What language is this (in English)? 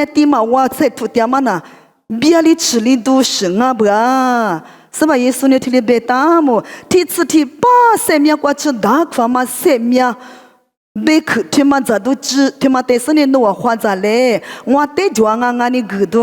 Lisu